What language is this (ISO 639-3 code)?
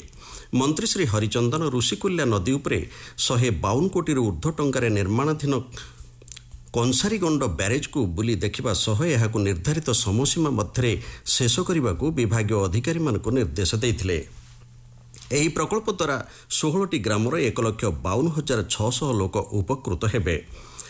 ori